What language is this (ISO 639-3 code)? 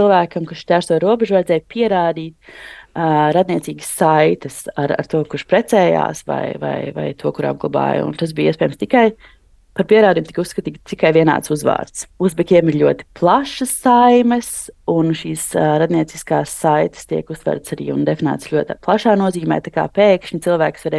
lav